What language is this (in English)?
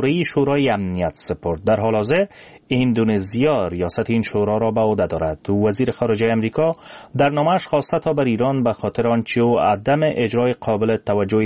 Persian